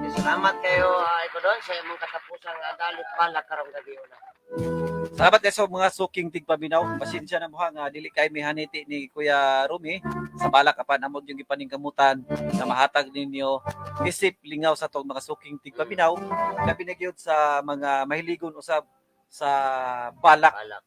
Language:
Cebuano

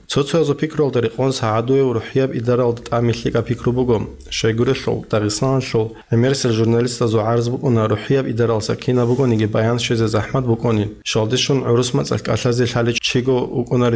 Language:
Avaric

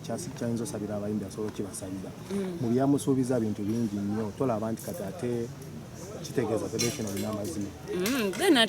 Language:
Ganda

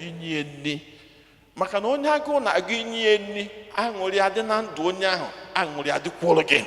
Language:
Igbo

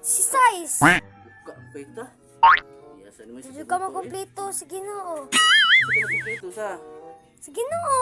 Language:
Cebuano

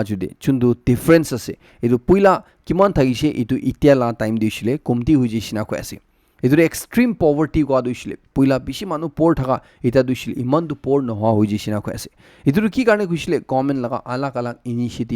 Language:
Naga Pidgin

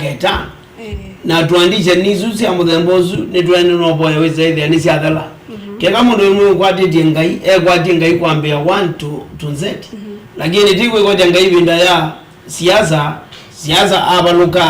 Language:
Kamba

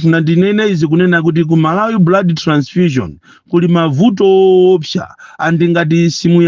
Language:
Nyanja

